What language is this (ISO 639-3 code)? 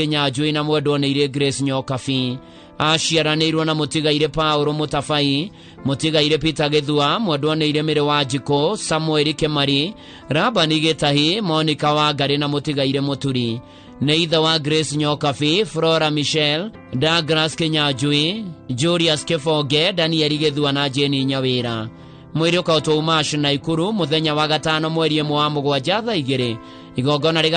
kik